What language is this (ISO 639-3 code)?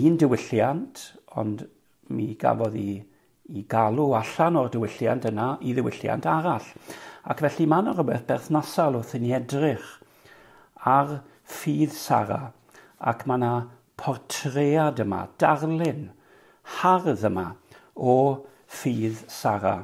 cym